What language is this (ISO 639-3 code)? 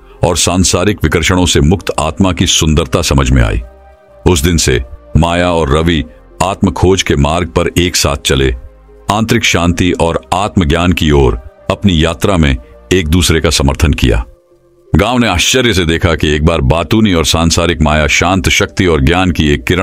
hin